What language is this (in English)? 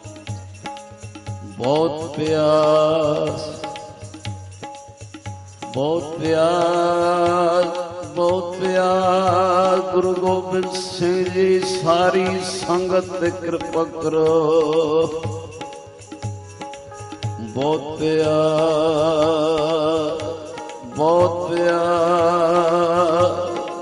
Punjabi